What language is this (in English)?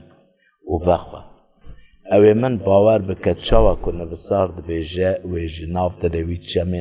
Kurdish